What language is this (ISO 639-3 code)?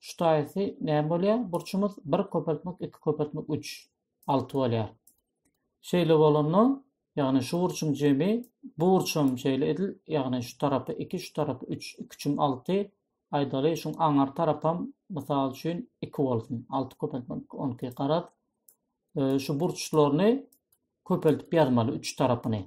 tuk